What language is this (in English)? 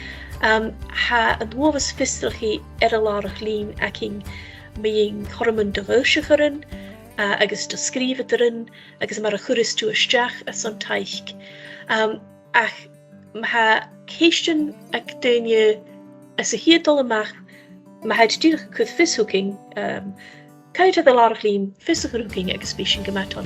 Scottish Gaelic